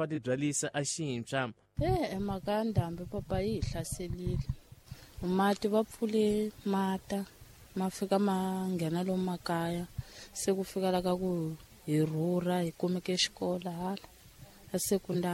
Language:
Tsonga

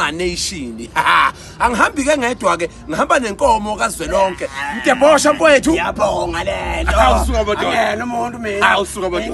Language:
Zulu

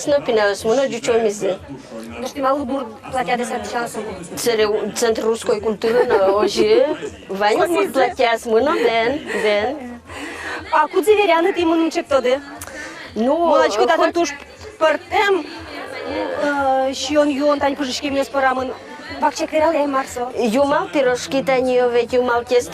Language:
Udmurt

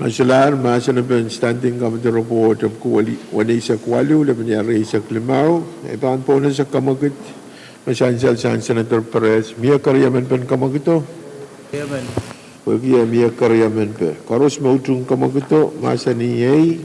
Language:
Pohnpeian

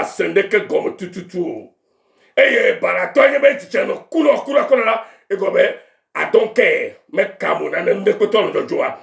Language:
Ewe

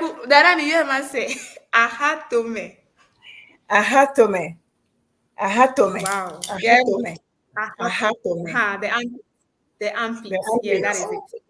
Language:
Ewe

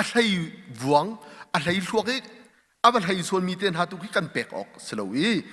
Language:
Hakha Chin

